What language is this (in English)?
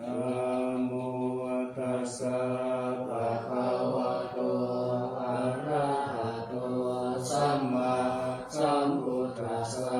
Pali